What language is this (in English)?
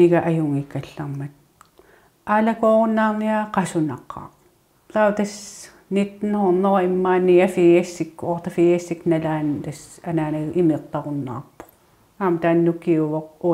Kalaallisut